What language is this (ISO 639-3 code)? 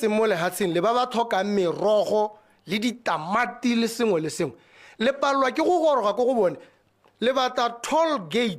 tsn